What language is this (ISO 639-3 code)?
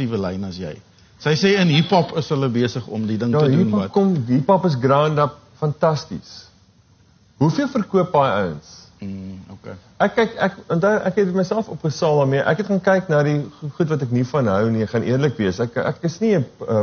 afr